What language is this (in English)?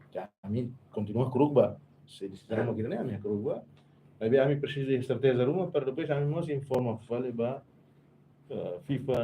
Tetum